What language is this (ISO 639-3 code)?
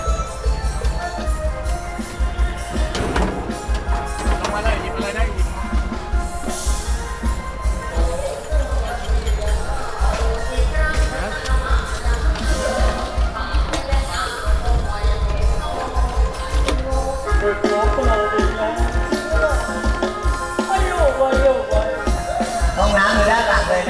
tha